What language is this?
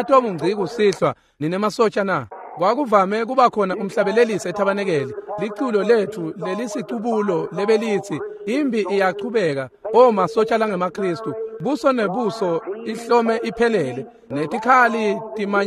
Swati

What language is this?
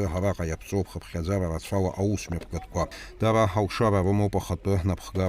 Abkhazian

